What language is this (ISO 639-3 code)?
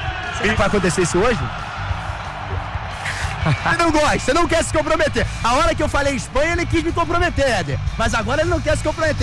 por